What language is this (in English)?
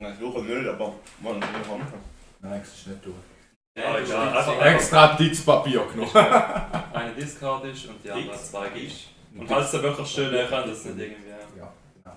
Swiss German